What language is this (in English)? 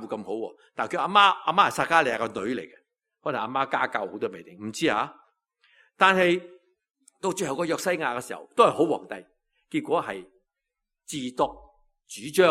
Cantonese